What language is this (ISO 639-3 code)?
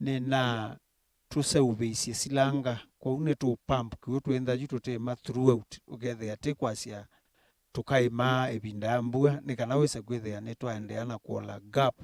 kam